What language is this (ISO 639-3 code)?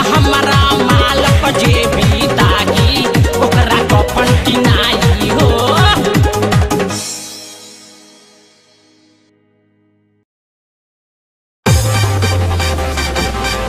bho